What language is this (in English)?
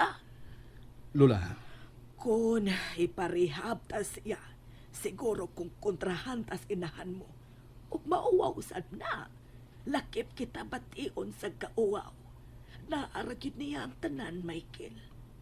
Cebuano